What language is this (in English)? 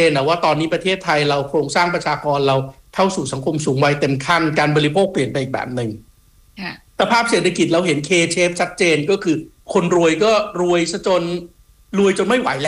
Thai